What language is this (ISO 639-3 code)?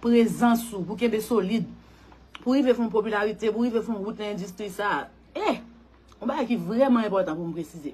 hat